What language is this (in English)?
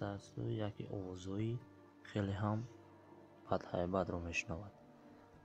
Tajik